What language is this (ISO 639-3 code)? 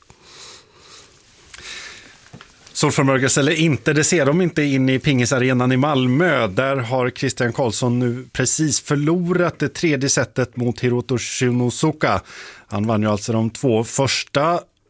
swe